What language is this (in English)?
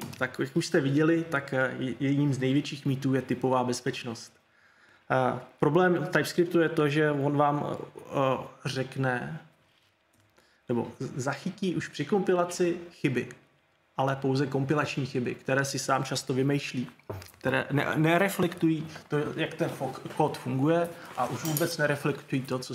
Czech